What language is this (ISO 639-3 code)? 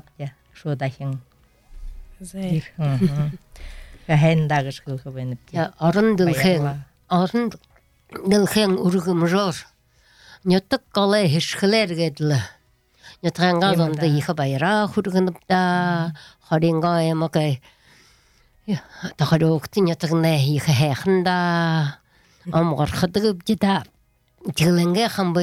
bua